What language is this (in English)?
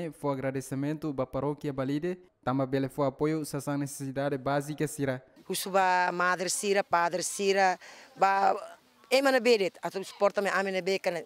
Tetum